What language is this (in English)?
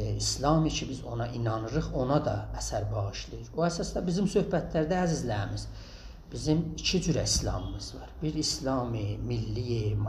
South Azerbaijani